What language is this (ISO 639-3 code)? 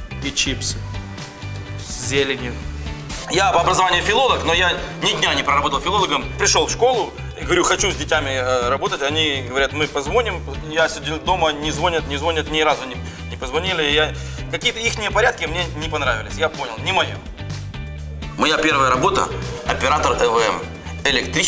rus